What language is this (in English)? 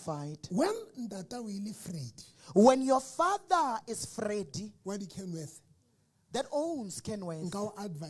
Southern Sotho